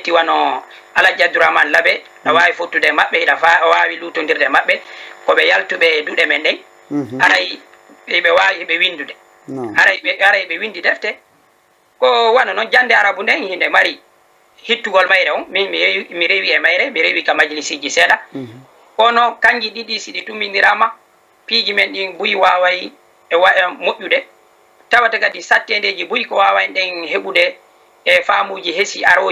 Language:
Fula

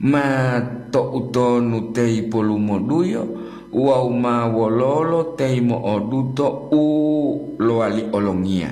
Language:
Gorontalo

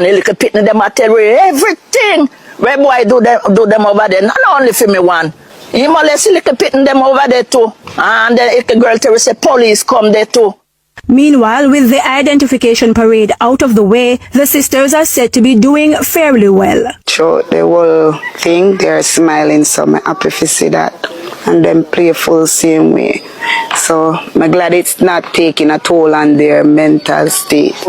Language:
Jamaican Creole English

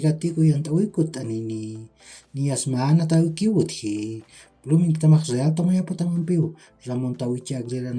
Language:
Aymara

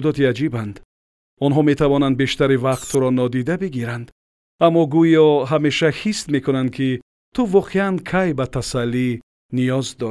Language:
Tajik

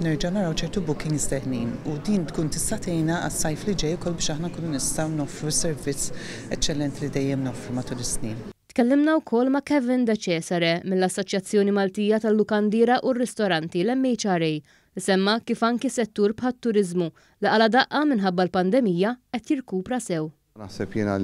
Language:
Maltese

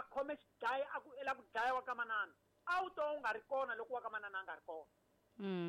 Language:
Tsonga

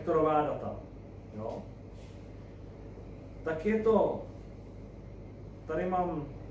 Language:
Czech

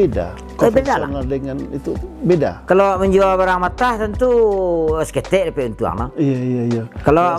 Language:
Minangkabau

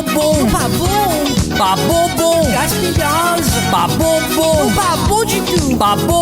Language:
Morisyen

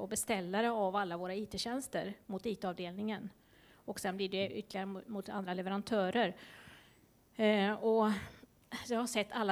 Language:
Swedish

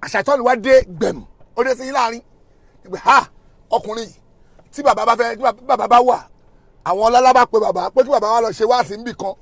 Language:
Yoruba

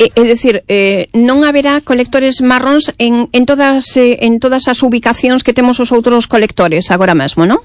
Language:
Galician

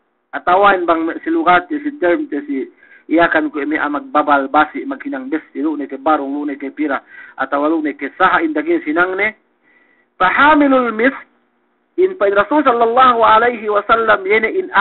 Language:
Yakan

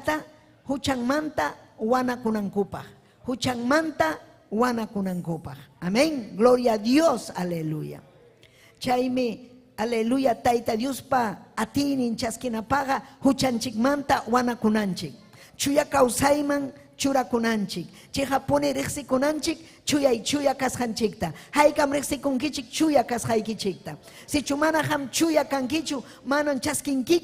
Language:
Ayacucho Quechua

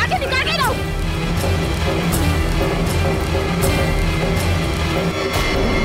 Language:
Bhojpuri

